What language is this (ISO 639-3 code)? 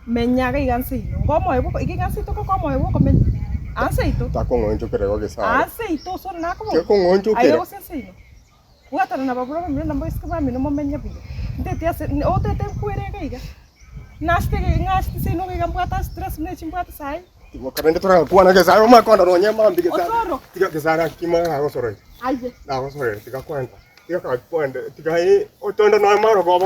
guz